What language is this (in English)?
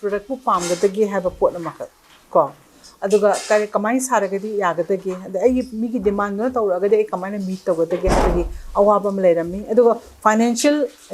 Manipuri